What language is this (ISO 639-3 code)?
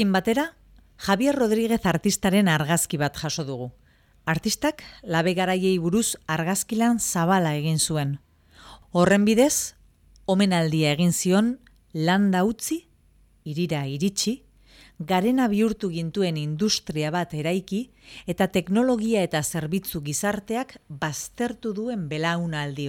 eus